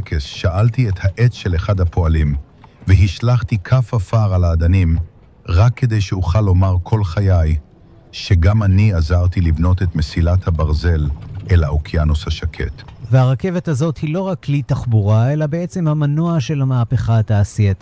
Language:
Hebrew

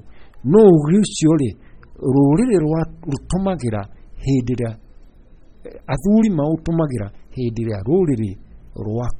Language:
Kikuyu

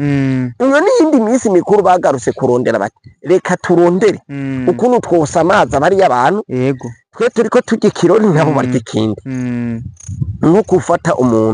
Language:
Rundi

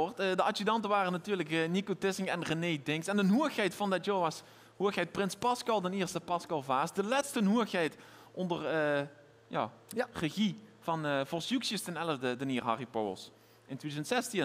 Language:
Limburgish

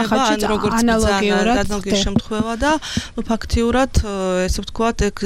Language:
Georgian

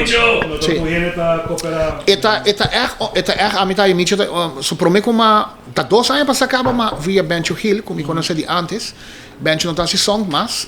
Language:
Papiamento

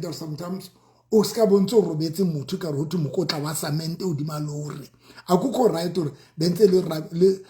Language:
Southern Sotho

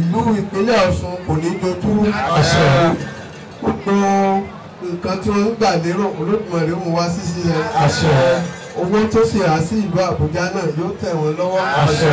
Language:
Yoruba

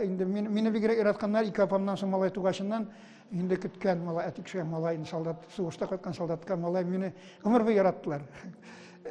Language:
Tatar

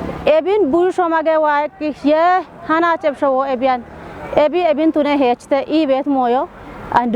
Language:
Kafa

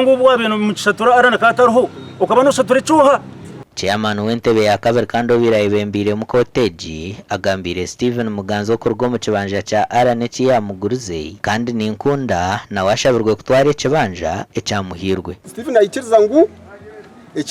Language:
Nyankole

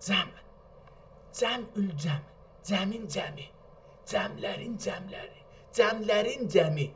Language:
South Azerbaijani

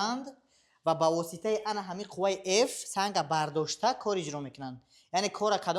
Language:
Tajik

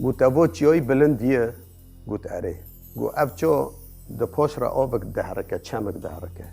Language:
Kurdish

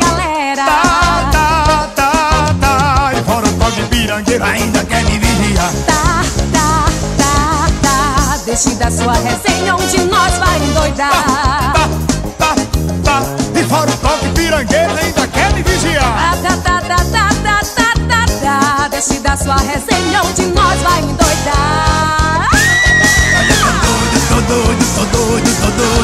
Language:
Portuguese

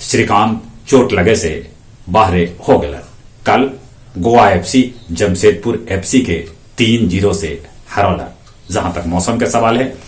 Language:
Magahi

